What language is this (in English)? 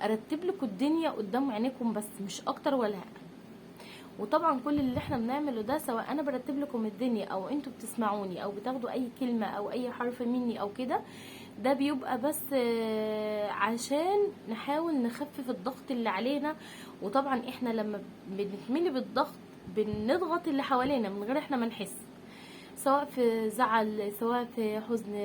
Egyptian Arabic